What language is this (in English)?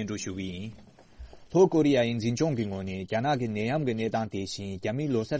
Tibetan